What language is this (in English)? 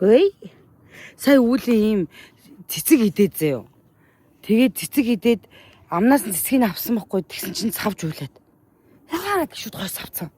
Mongolian